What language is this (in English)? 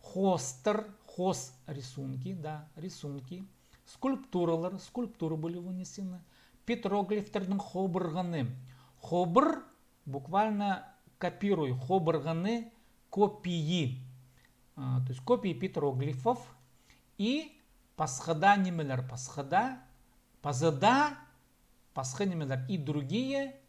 Khakas